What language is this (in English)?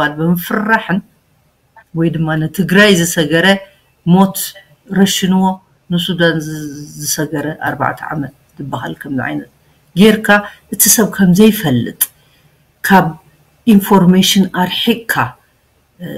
Tigrinya